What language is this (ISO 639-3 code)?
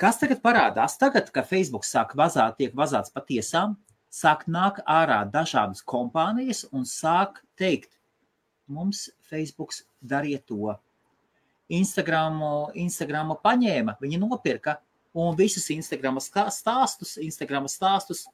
lav